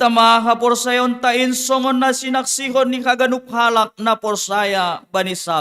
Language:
Batak Simalungun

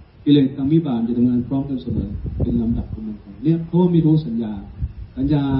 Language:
Thai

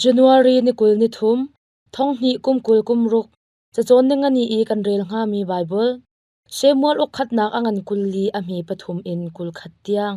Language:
Hakha Chin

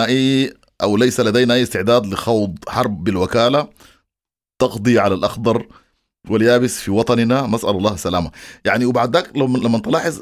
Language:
Sudanese Arabic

